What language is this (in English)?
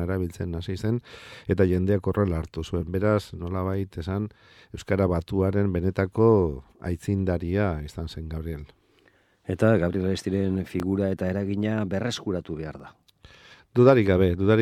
Basque